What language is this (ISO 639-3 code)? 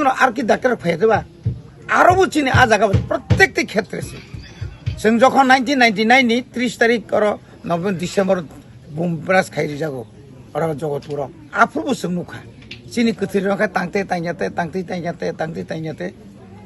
trp